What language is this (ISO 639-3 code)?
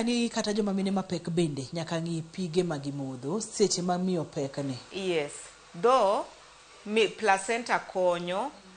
luo